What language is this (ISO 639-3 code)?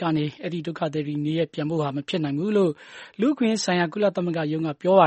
mya